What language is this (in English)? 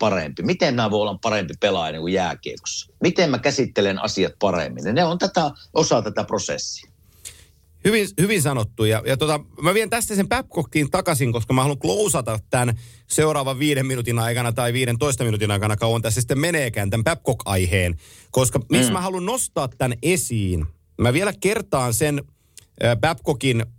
Finnish